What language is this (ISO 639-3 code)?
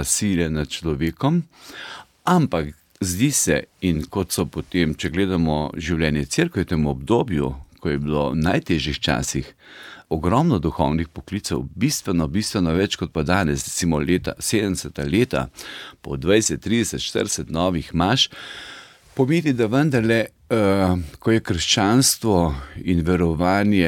slv